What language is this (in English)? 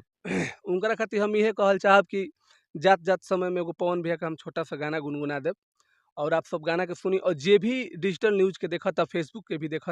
Bhojpuri